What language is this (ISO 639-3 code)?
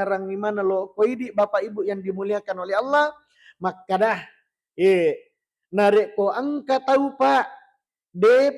bug